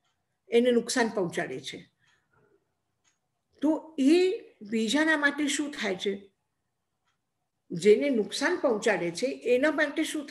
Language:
Gujarati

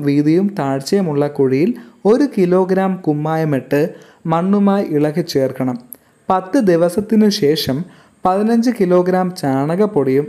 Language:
Malayalam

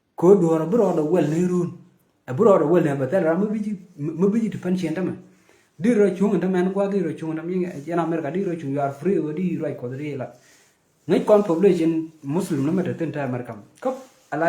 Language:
Nuer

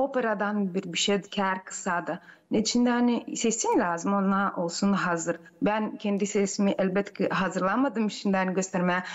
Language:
Gagauz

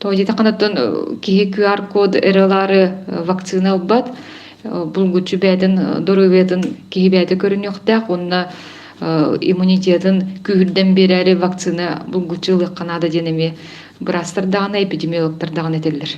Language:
Yakut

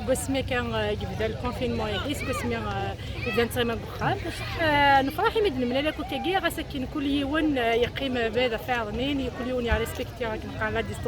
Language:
Kabyle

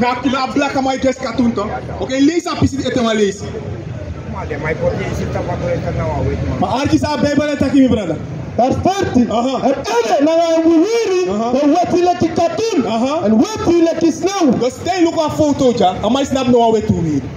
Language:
Sranan Tongo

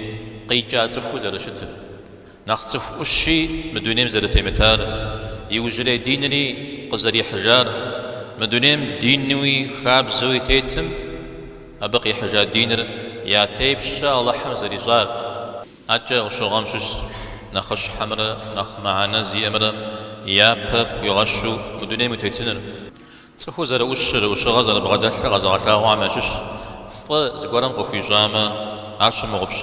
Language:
Kabardian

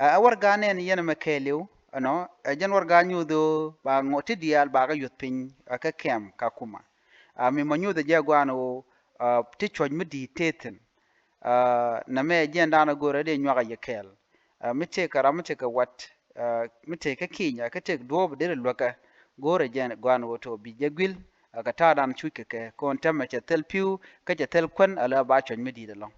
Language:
Nuer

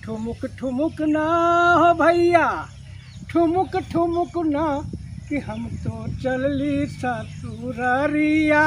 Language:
Magahi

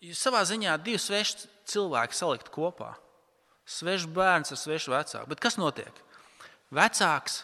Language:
Latvian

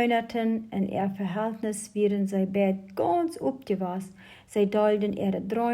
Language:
Plautdietsch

